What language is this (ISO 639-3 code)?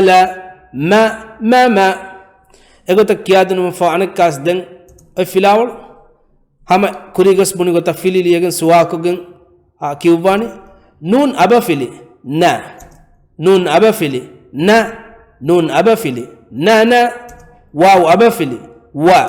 div